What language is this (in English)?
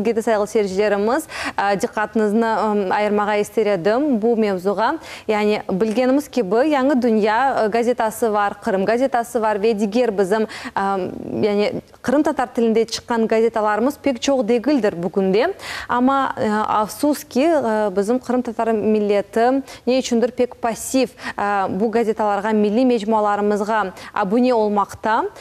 Crimean Tatar